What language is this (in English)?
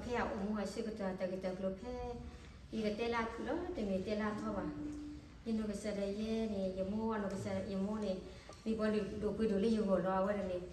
S'gaw Karen